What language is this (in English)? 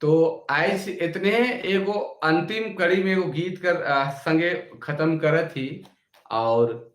Sadri